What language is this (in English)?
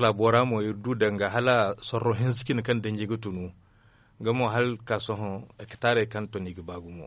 Zarma